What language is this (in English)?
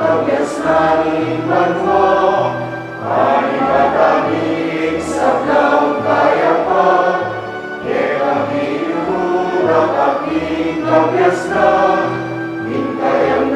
Pampanga